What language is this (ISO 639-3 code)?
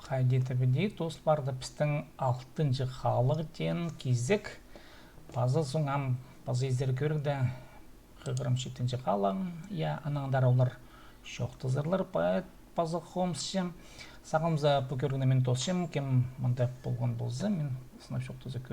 kjh